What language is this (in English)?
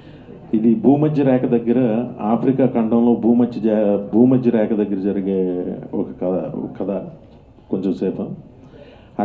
Telugu